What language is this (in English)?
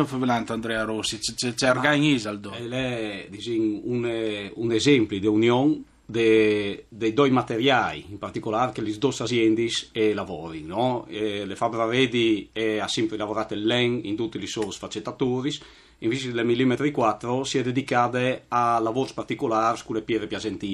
Friulian